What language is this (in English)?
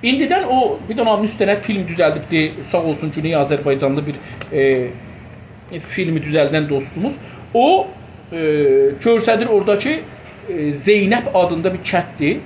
South Azerbaijani